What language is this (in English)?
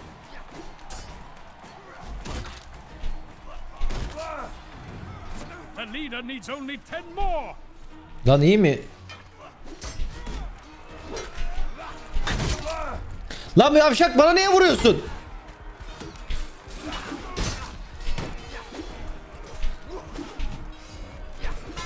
Turkish